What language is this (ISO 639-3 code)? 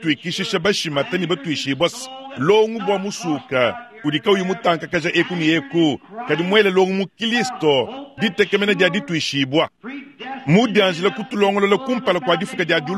lua